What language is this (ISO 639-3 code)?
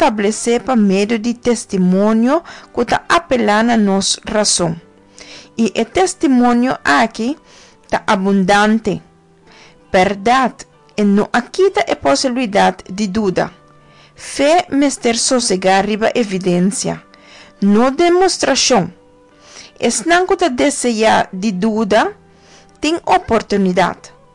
pap